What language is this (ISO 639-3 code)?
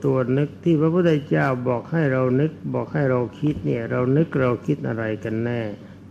tha